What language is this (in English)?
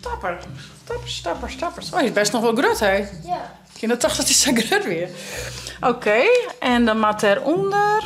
Western Frisian